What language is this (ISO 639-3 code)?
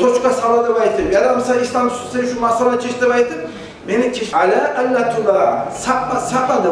kum